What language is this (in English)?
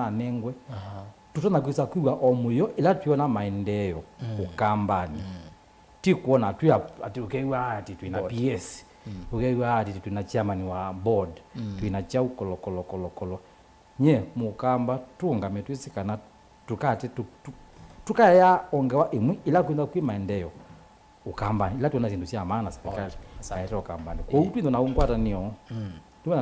Kamba